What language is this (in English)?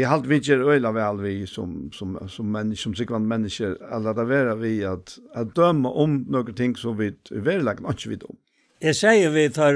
Faroese